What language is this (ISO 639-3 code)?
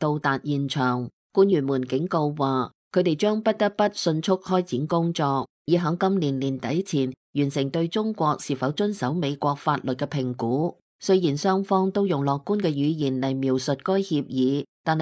yue